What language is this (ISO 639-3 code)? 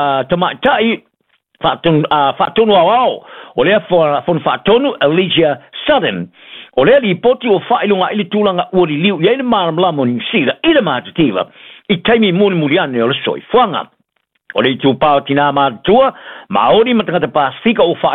smo